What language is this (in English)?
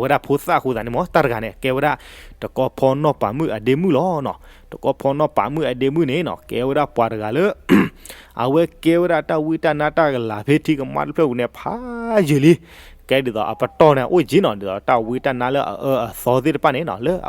S'gaw Karen